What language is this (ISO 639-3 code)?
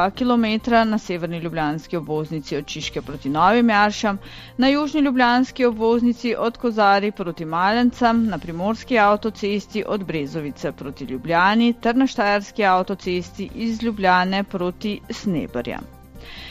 slv